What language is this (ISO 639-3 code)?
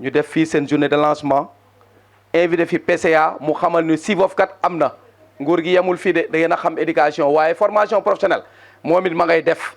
wol